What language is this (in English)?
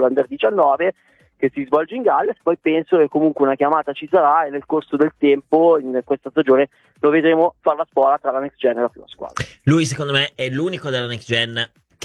Italian